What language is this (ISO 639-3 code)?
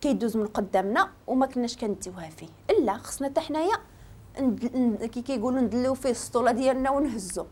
ary